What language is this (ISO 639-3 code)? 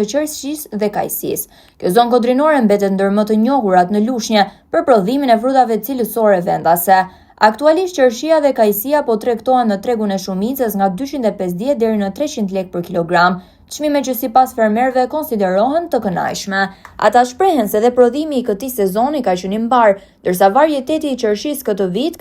sqi